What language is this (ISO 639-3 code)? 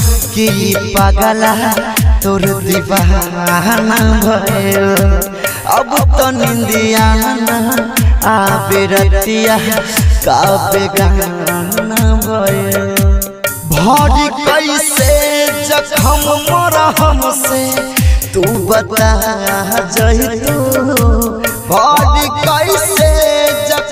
bho